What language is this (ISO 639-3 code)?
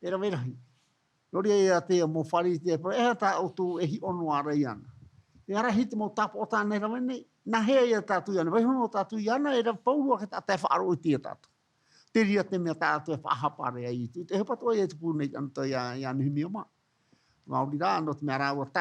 tah